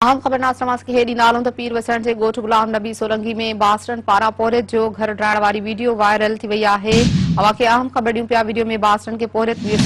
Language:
Sindhi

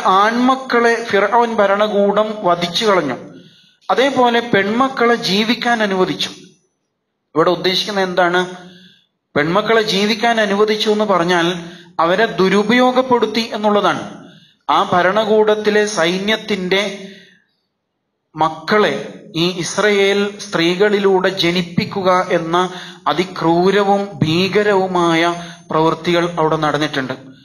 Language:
Malayalam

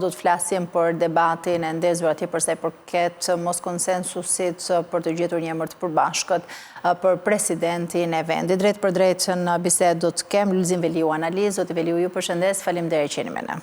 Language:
Albanian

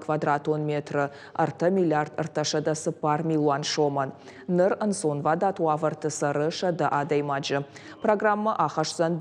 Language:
Ossetic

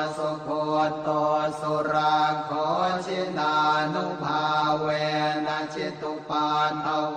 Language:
Pali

